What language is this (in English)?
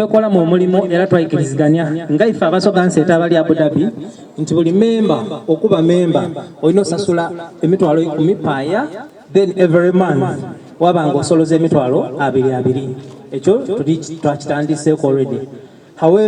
Soga